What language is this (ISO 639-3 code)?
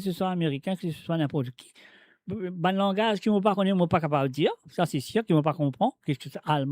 mfe